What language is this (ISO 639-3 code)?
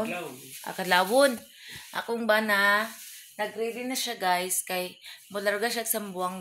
ceb